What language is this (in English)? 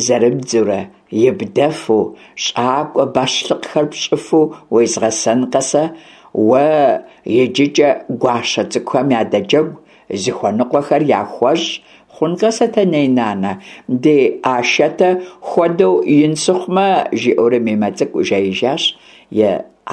Kabardian